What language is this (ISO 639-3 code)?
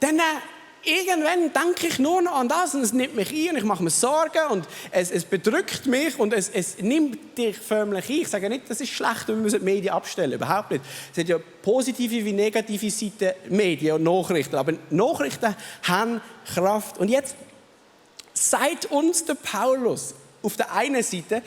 gsw